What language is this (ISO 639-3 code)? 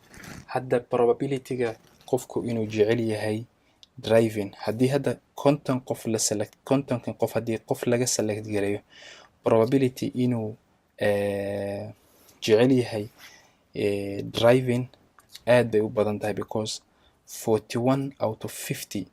som